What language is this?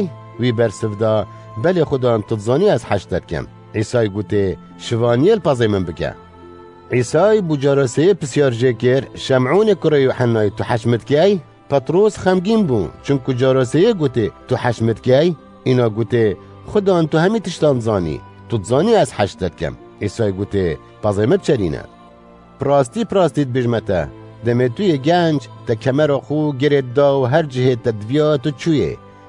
Kurdish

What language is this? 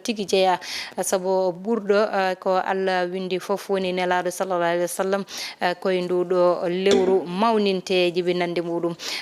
Fula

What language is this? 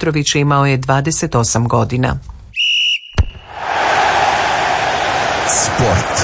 Croatian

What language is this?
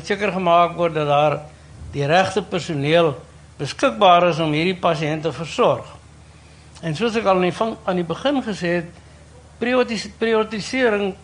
Afrikaans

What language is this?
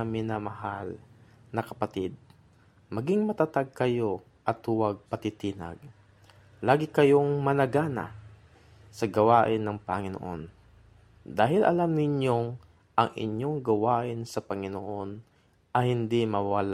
Filipino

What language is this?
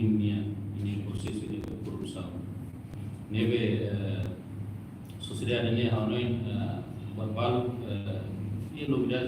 Tetum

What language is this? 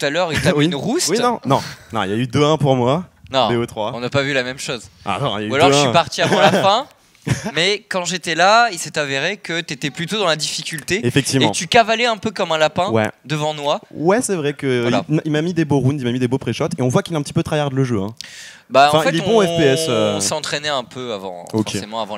French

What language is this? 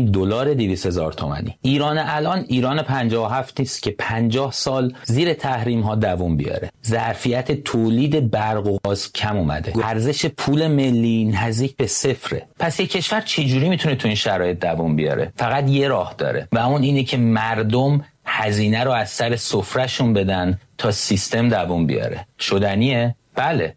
Persian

